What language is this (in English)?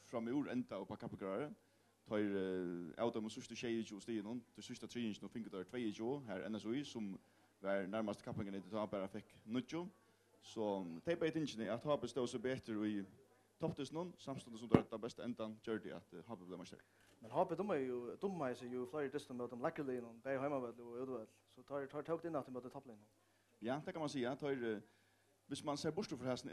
Faroese